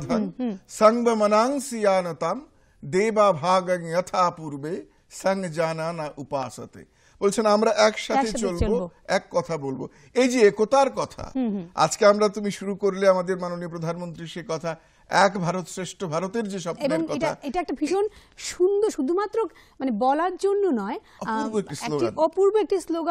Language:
Bangla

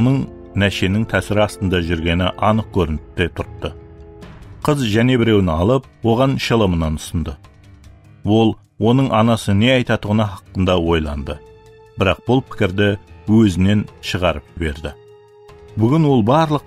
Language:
Kara-Kalpak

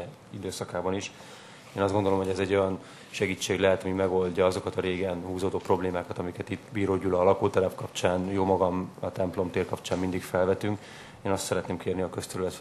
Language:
Hungarian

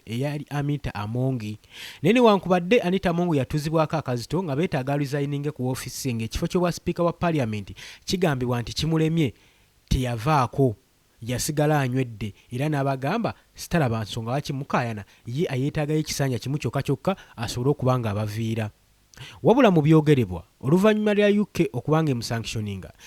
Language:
Ganda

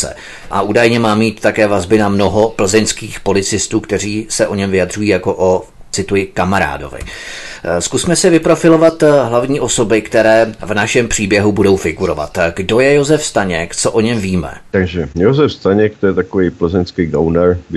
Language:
Czech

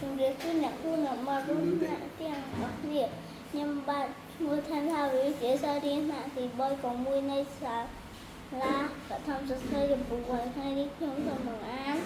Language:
Khmer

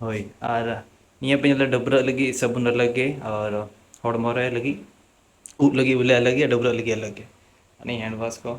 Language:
Santali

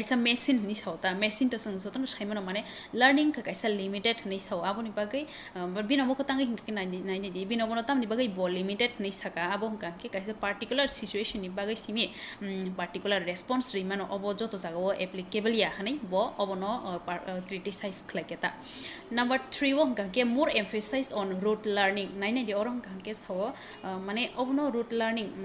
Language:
Kok Borok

